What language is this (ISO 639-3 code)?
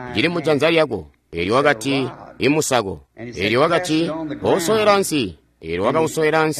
toi